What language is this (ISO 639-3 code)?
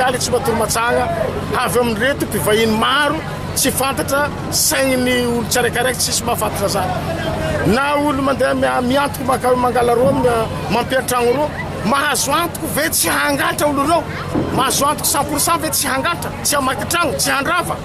mlg